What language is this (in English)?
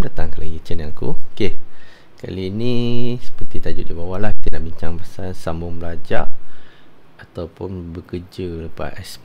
Malay